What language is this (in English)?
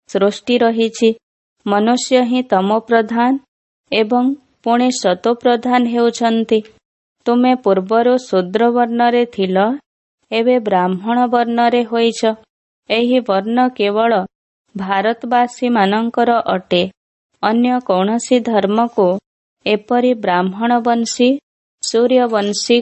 Odia